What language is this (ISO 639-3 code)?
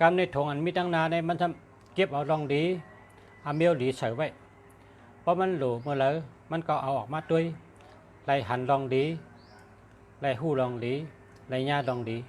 shn